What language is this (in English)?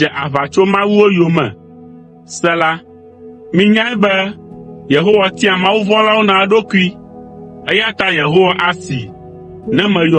Ewe